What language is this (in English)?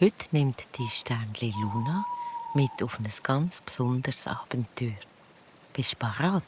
Swiss German